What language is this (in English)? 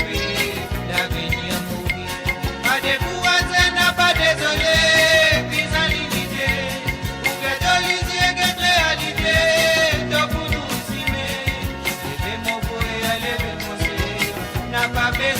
Morisyen